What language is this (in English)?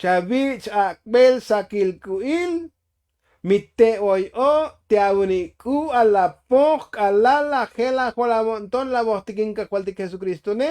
Tzotzil